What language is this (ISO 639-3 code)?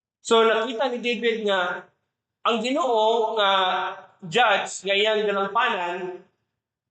ceb